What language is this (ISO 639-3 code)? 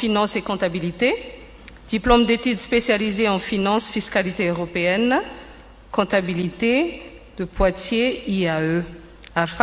mlg